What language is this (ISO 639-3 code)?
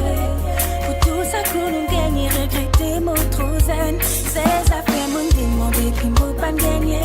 mfe